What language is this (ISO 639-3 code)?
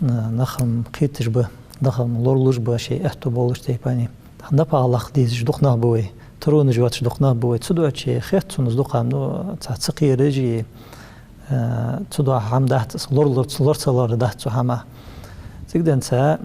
inh